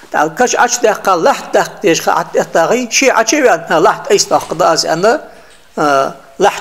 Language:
Ingush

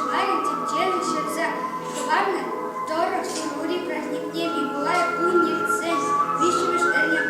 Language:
Chuvash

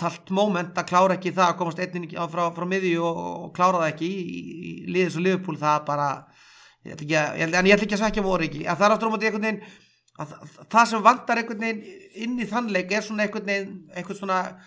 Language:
Icelandic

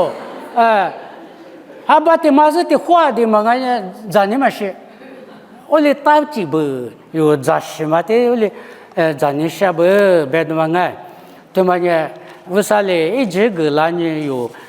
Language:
Lisu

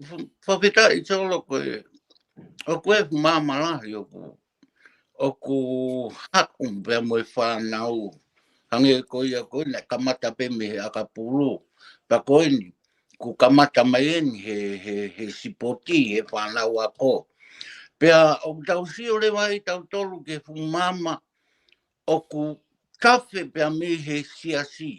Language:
Tongan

